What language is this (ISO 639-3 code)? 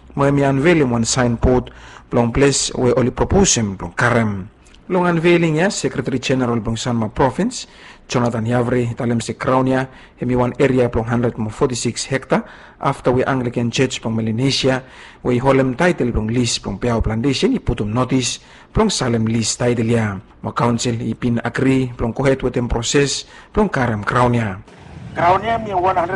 bis